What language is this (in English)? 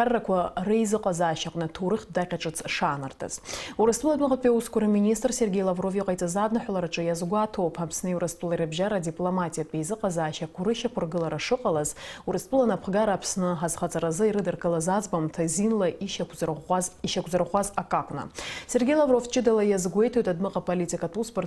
Abkhazian